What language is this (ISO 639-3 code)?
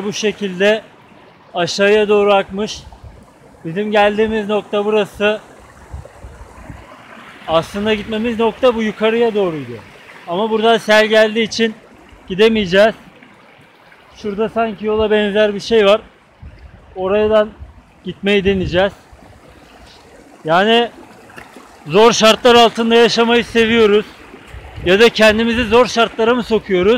tur